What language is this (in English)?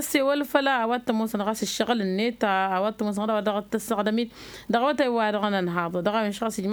Tamasheq